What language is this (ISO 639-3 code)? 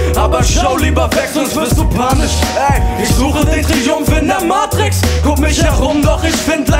deu